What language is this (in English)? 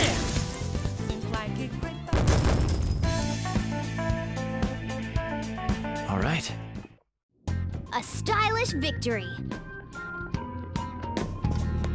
English